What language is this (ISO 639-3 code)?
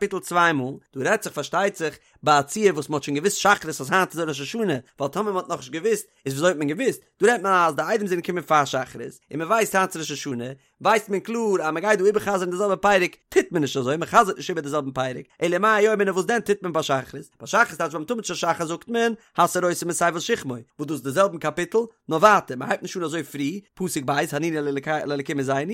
yid